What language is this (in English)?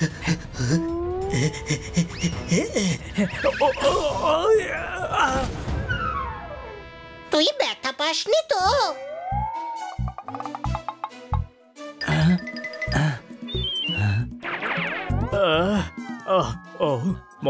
Bangla